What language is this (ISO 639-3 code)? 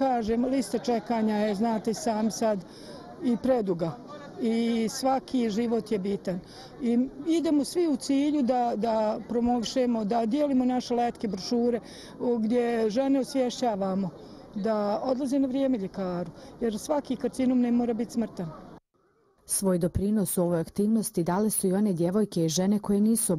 bos